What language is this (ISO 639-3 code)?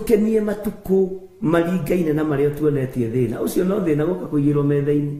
kik